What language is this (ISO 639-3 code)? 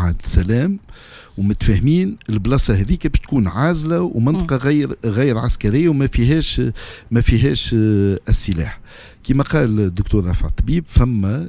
aeb